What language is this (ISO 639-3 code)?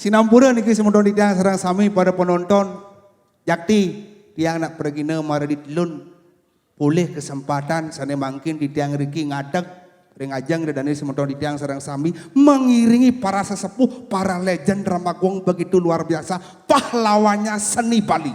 ban